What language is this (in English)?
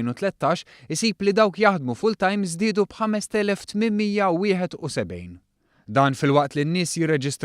Maltese